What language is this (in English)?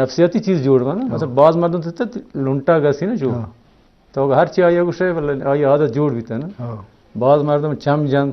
Eastern Balochi